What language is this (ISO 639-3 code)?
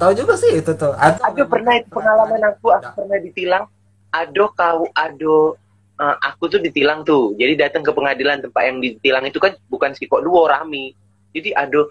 mui